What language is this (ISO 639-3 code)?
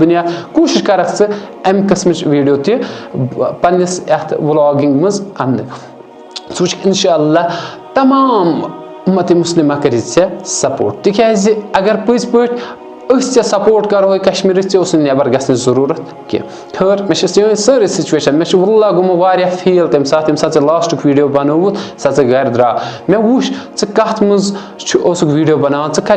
kas